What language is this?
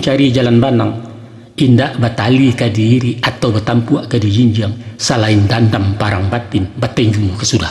Minangkabau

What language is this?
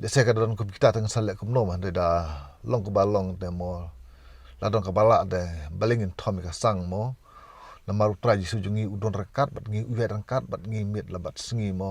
Khasi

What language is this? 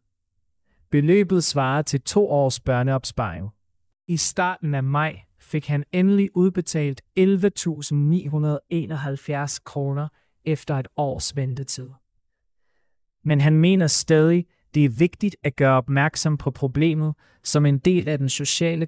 Danish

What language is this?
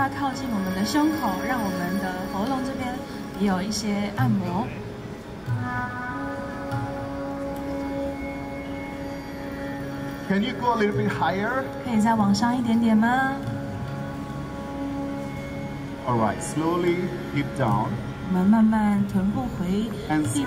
Chinese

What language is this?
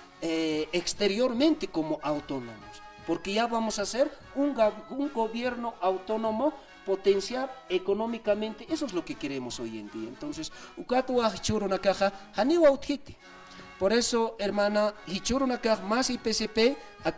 Aymara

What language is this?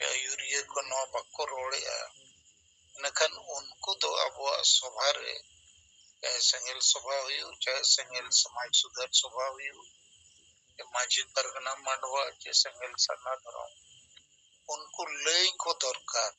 Santali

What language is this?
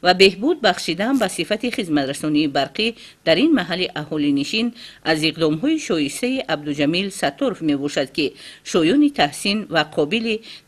Tajik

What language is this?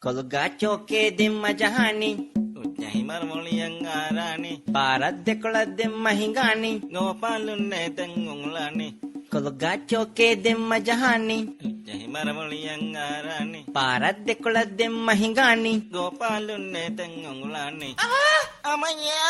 Divehi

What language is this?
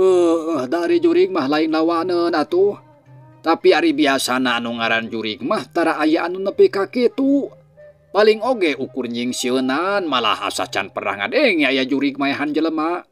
Sundanese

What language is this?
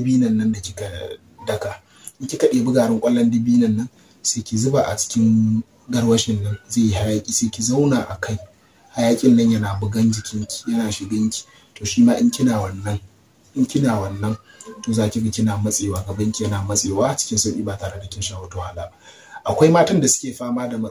Hausa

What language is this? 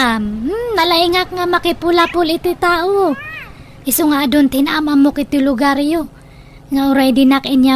Iloko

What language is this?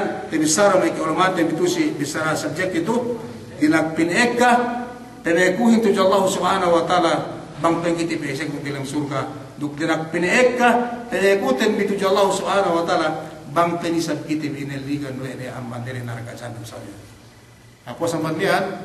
Yakan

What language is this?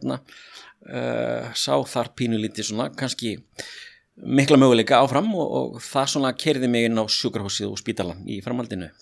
Icelandic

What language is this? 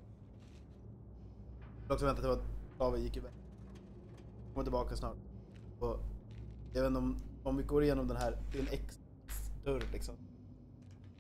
Swedish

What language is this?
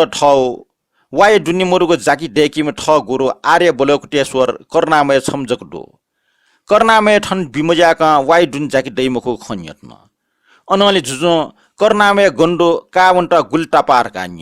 Newari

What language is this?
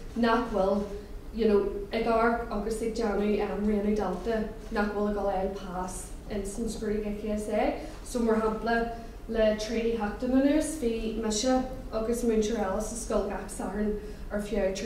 Irish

